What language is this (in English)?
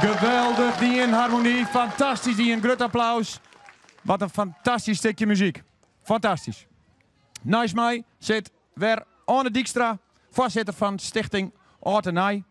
Western Frisian